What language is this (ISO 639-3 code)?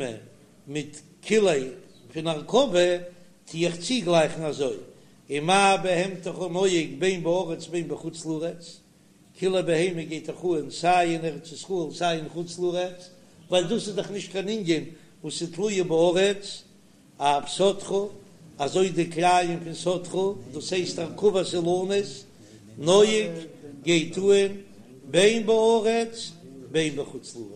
yid